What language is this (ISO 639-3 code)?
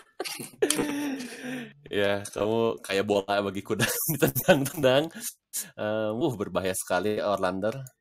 ind